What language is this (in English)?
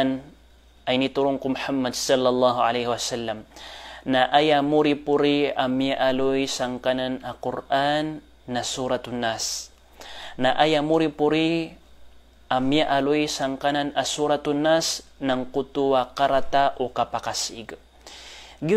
Maranao